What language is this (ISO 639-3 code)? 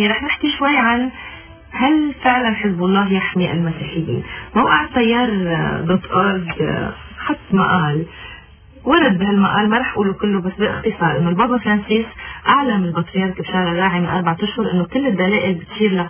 apc